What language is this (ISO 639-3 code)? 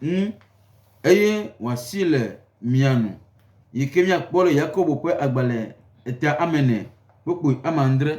gej